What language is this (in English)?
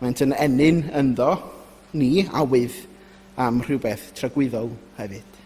Welsh